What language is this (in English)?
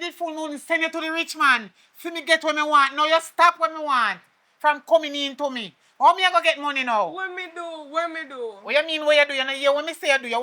Jamaican Creole English